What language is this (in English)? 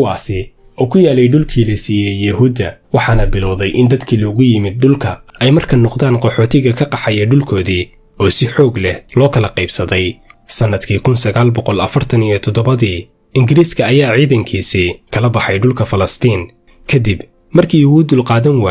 Somali